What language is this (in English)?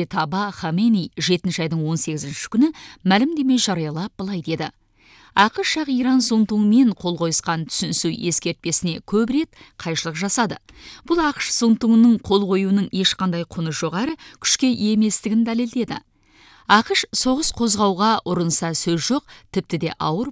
Kazakh